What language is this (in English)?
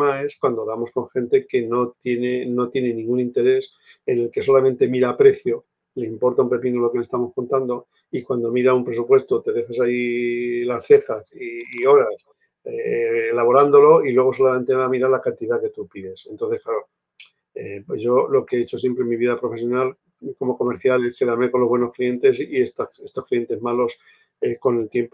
Spanish